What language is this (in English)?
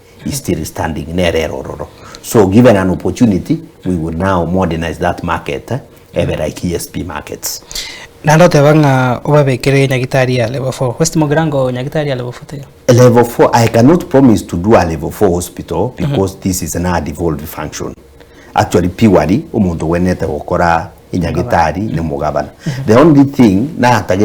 Gusii